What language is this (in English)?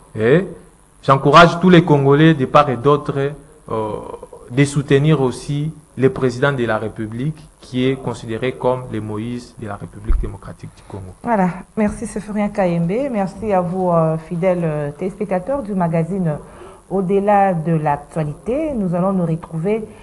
French